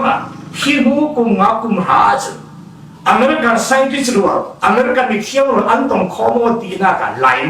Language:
Falam Chin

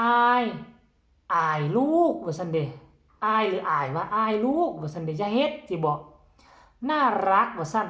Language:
Northeastern Thai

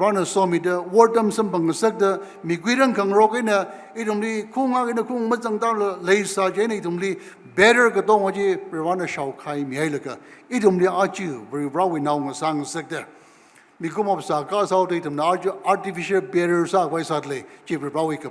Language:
Tangkhul Naga (India)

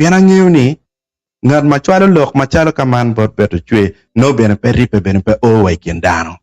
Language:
Acoli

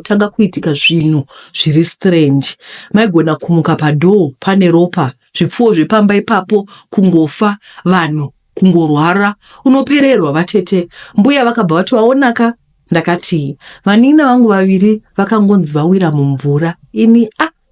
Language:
Shona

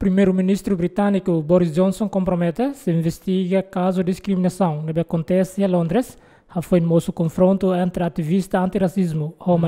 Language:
Tetum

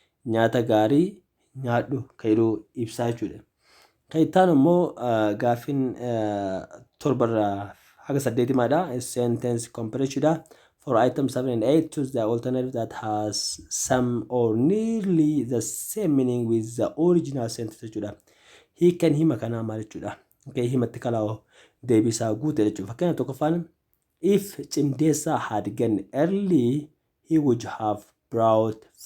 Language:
Oromo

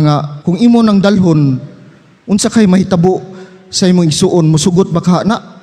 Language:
Cebuano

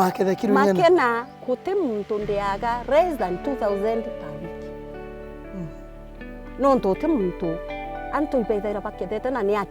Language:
Meru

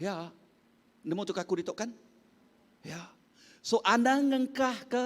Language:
Iban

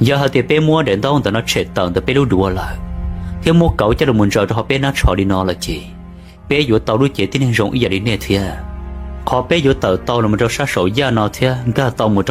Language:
Hmong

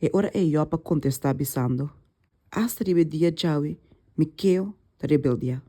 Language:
Papiamento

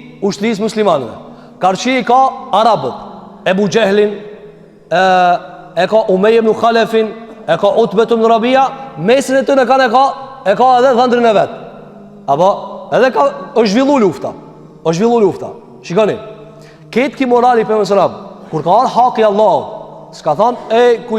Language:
Albanian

